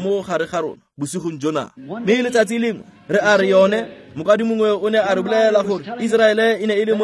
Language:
Tswana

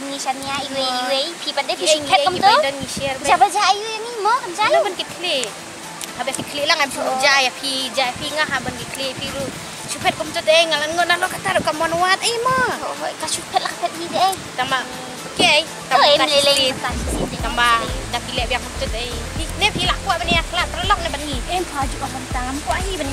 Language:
Khasi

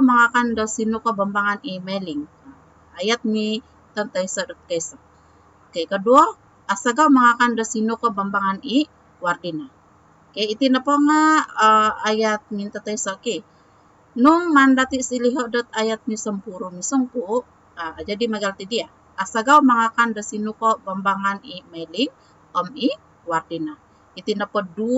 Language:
Central Dusun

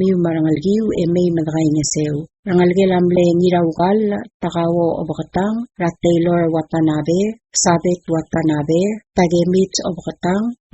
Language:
Palauan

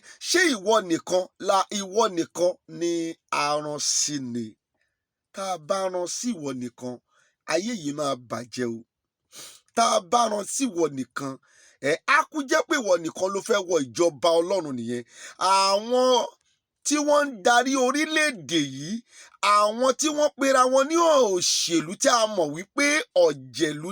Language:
Yoruba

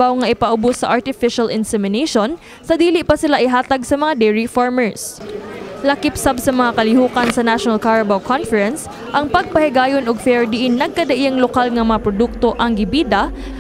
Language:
Cebuano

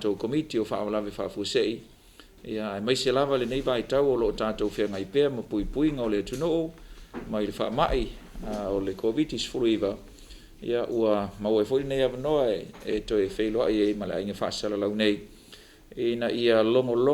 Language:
Samoan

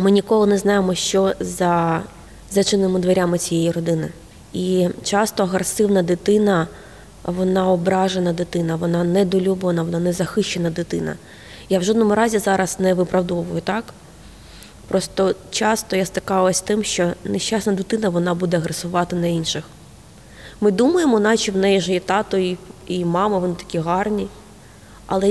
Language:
Ukrainian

